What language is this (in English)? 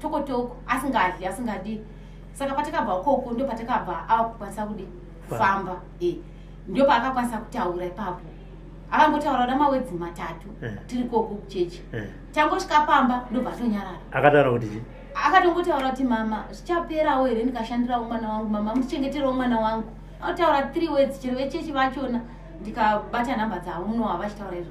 Shona